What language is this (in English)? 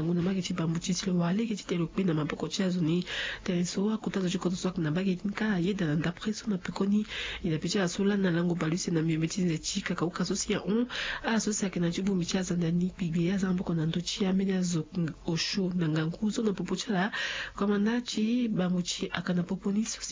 Sango